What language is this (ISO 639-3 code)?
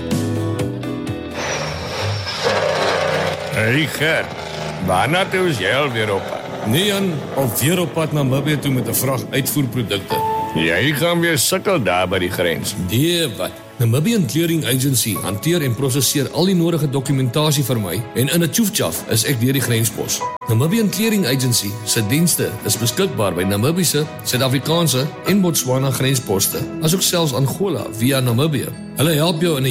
afr